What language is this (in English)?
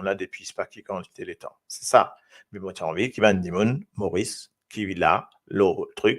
Morisyen